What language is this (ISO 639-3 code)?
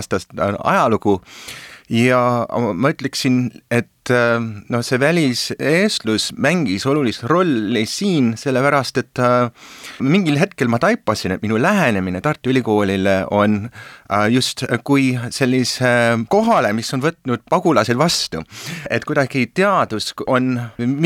est